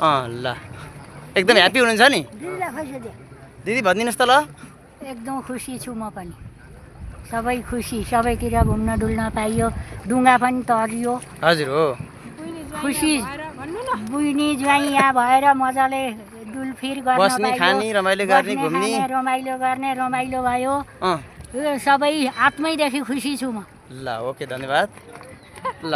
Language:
Nepali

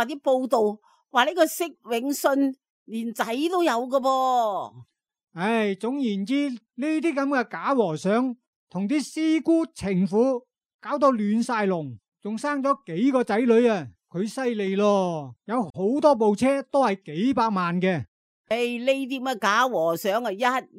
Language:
Cantonese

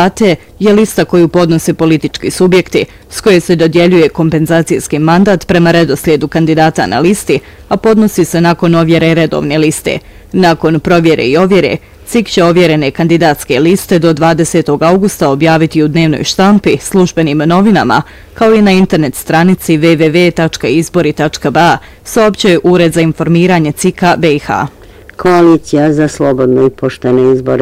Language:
Bosnian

